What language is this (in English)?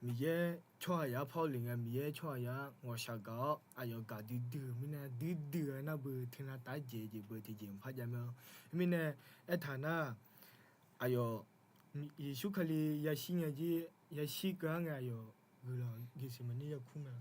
Akha